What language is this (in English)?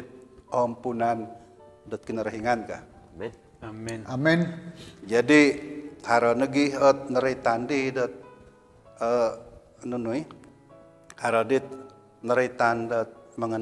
Central Dusun